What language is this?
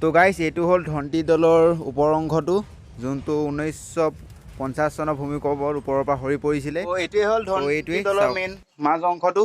Assamese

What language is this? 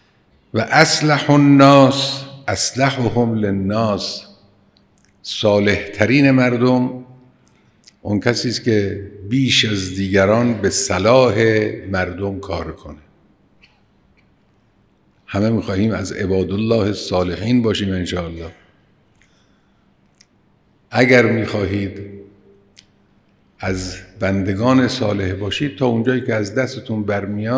Persian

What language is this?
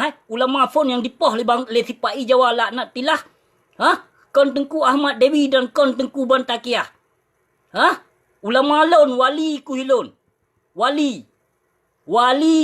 Achinese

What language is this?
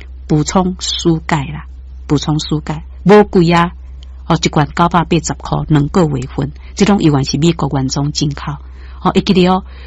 Min Nan Chinese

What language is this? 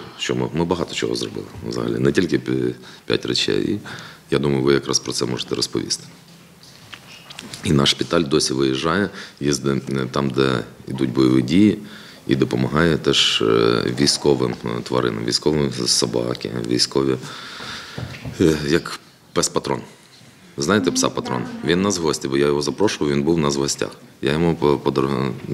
Ukrainian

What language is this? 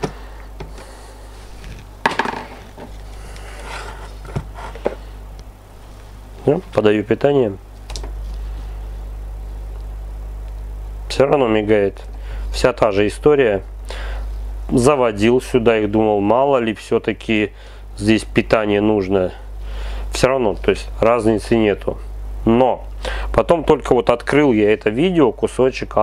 Russian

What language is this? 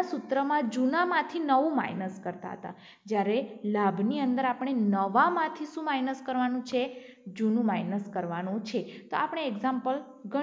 Gujarati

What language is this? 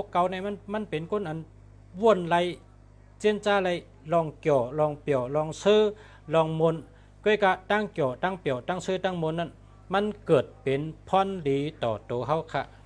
Shan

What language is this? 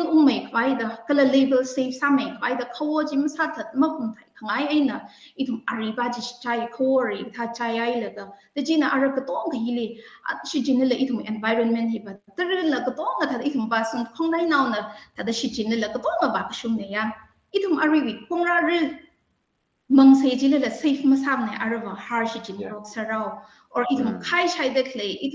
Tangkhul Naga (India)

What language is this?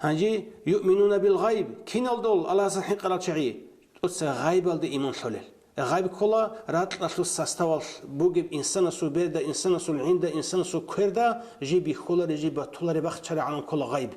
Avaric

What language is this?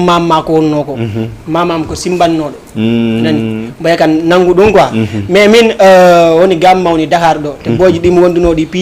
Fula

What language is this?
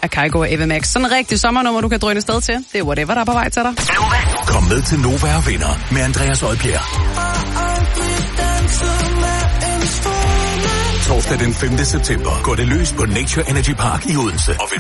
Danish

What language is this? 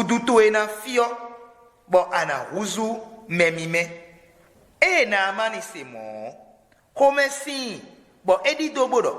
Fon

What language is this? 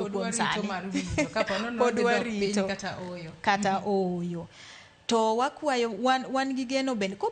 Luo (Kenya and Tanzania)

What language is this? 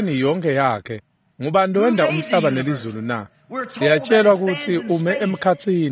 Swati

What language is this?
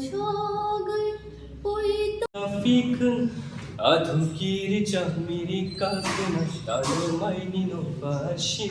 Kok Borok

